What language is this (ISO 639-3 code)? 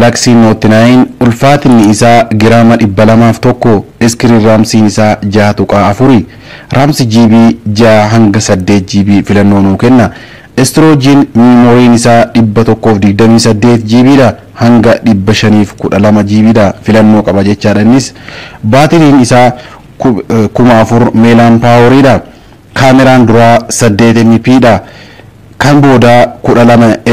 orm